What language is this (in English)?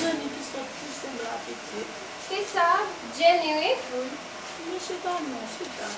Haitian Creole